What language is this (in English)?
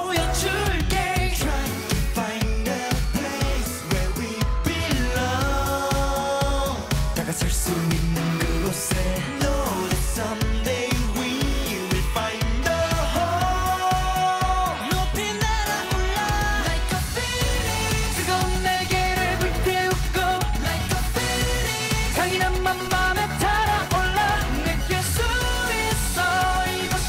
Korean